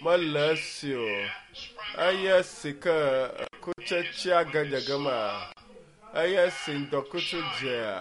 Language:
Ewe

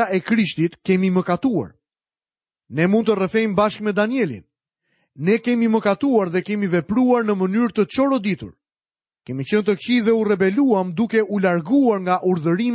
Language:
Albanian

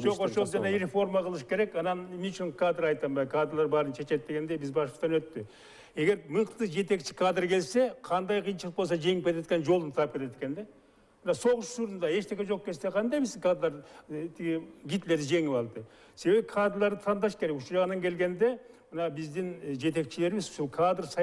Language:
Kyrgyz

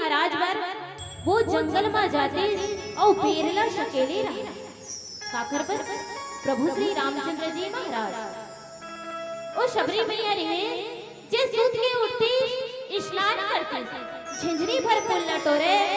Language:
Chhattisgarhi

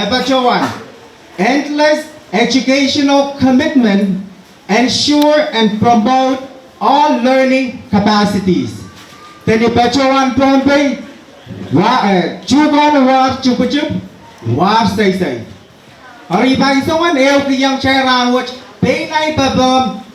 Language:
Pohnpeian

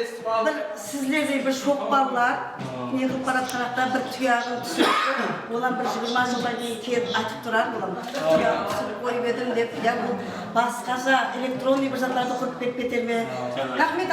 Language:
Kara-Kalpak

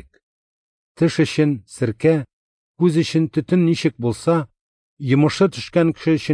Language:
Tatar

